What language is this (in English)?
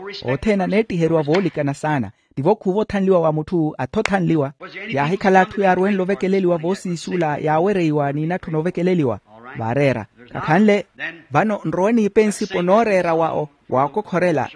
Makhuwa